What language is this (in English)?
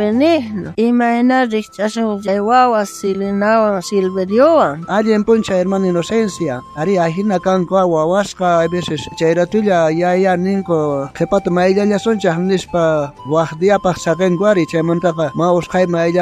South Bolivian Quechua